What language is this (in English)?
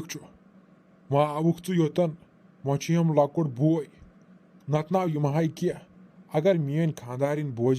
Kashmiri